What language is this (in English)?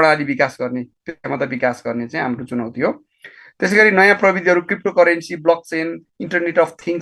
Nepali